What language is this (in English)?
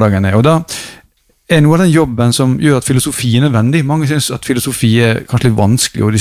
Norwegian